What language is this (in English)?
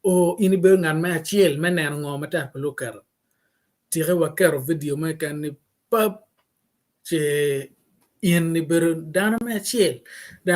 Acoli